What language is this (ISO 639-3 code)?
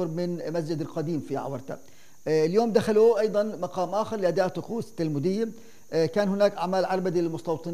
ara